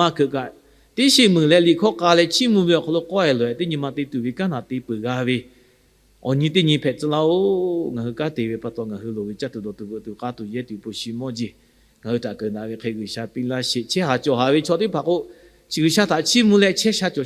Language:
Lahu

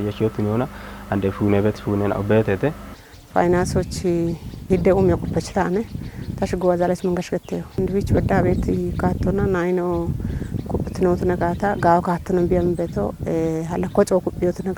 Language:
Kafa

